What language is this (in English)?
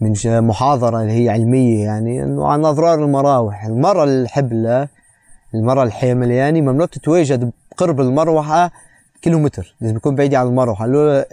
North Levantine Arabic